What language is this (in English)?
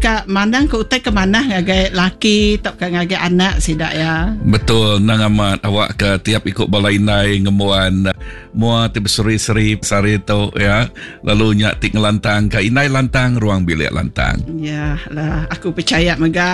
Iban